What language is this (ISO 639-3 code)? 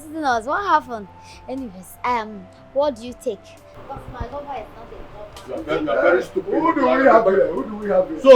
pcm